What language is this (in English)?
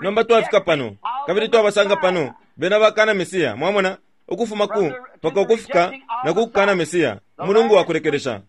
Bemba